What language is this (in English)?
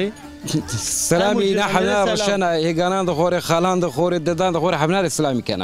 Zaza